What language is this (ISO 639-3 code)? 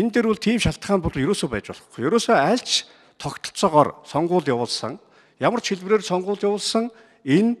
mon